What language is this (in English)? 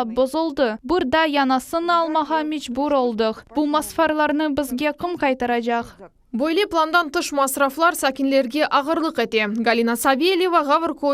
Crimean Tatar